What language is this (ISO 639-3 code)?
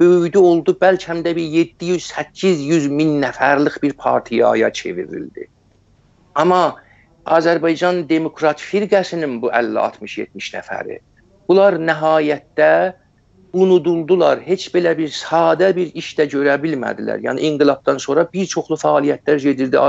azb